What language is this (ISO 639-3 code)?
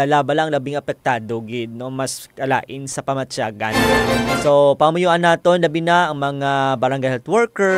hil